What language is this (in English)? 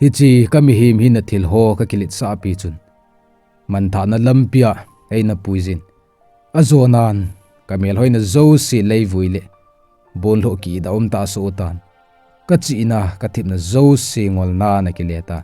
Thado Chin